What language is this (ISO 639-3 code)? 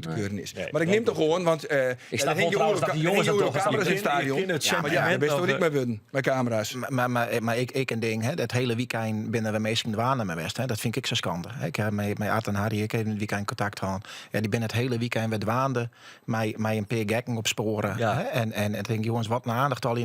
fry